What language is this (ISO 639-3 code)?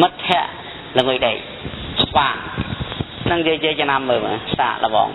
khm